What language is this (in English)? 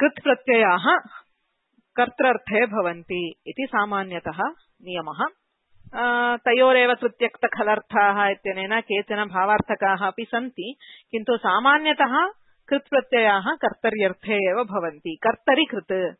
Sanskrit